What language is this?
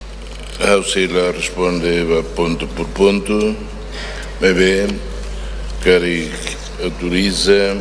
Tetum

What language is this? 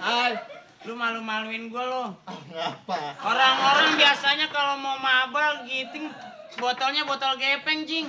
Betawi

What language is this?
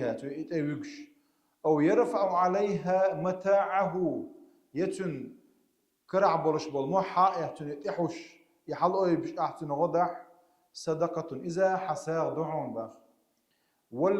Chechen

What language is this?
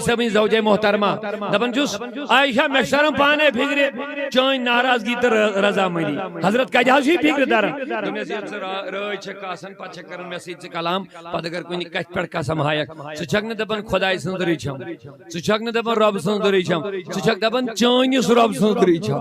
Kashmiri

